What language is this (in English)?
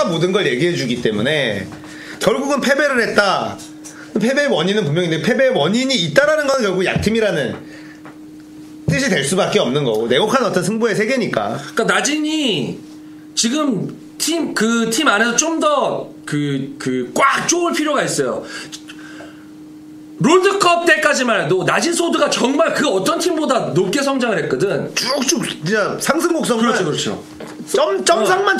Korean